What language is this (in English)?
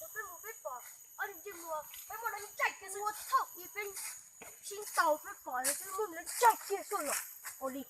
Hmong